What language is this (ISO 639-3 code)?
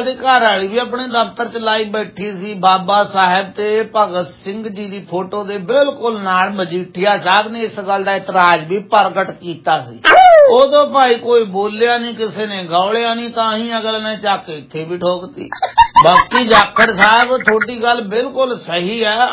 pan